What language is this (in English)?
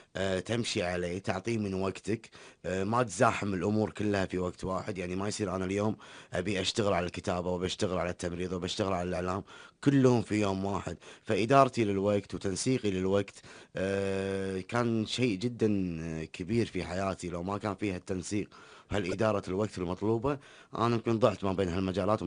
Gulf Arabic